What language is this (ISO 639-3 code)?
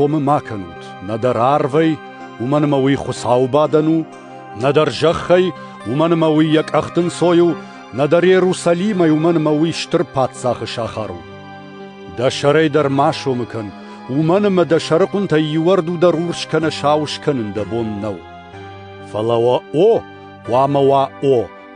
oss